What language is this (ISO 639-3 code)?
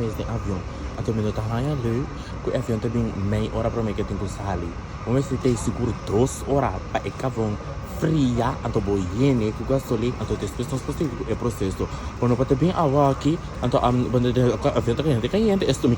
pap